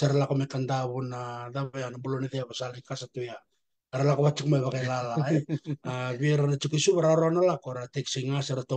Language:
Fijian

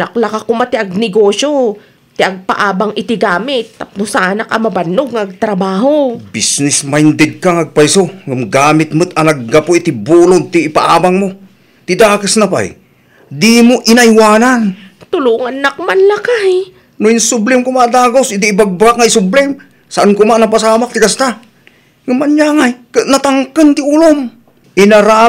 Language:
Iloko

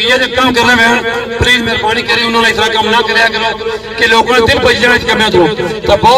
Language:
Pahari-Potwari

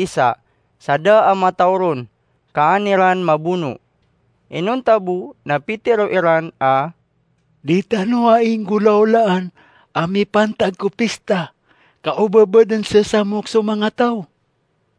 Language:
Maranao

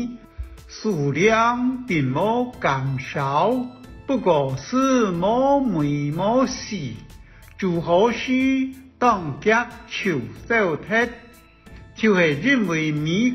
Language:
Hakka Chinese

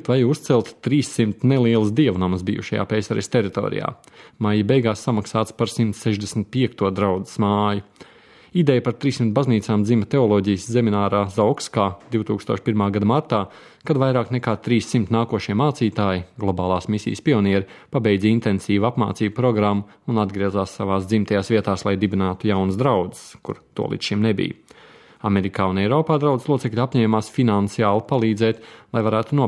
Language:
Latvian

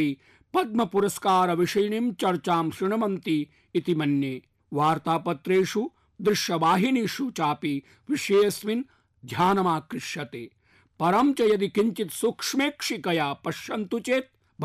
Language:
Sanskrit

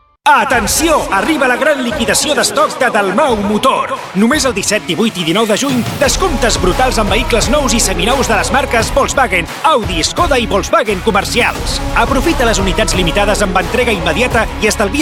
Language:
Catalan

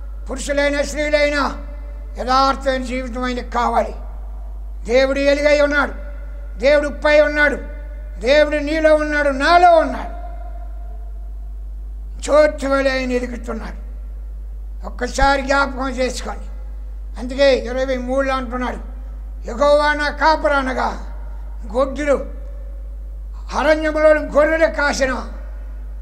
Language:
Telugu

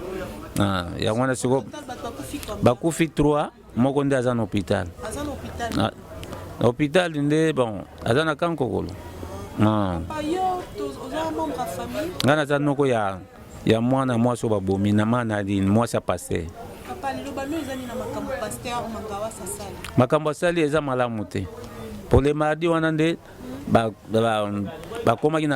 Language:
Lingala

